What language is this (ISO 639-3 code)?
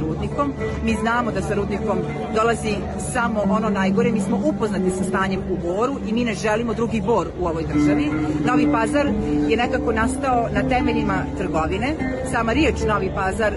srp